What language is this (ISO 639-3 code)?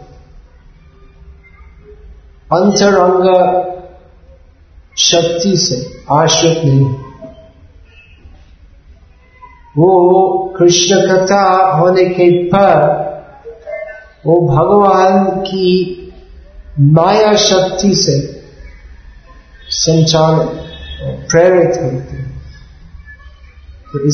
hin